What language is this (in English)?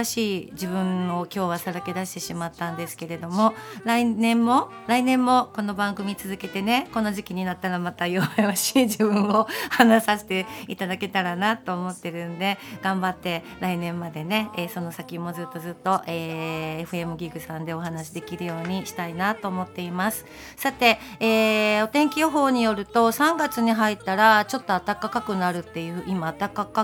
Japanese